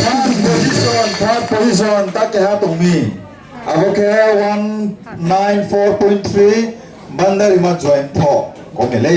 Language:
Riang (India)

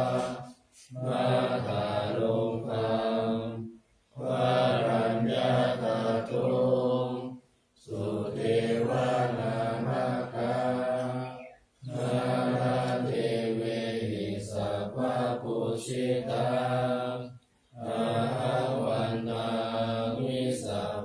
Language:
Pali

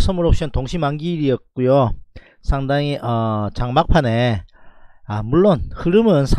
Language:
Korean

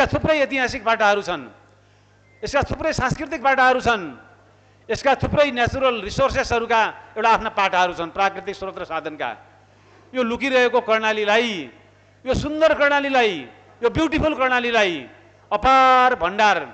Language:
Nepali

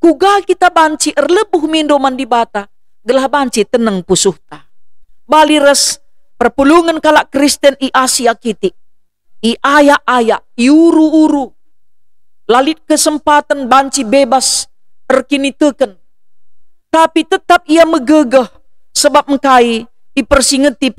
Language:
Batak Karo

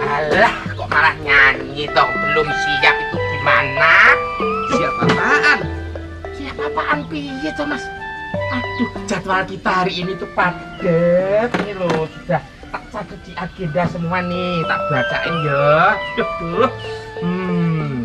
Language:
Betawi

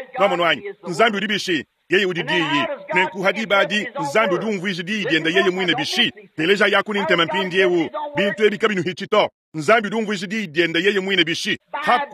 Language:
Luba-Lulua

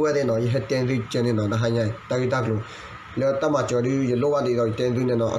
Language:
S'gaw Karen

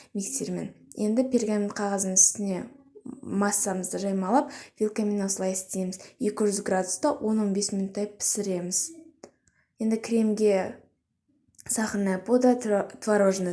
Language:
Kazakh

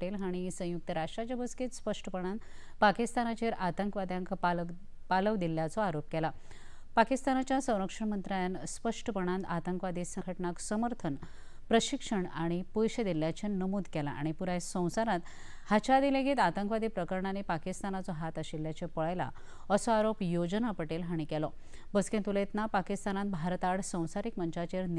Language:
Konkani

